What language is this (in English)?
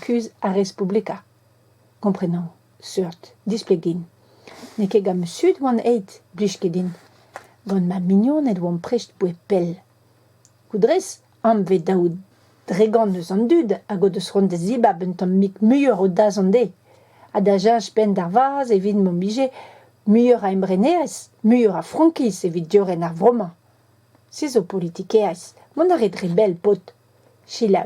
Breton